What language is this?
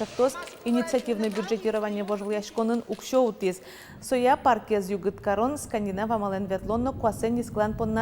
Udmurt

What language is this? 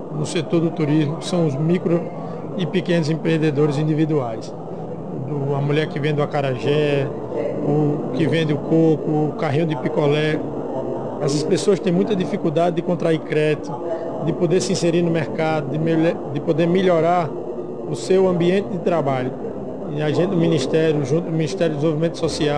Portuguese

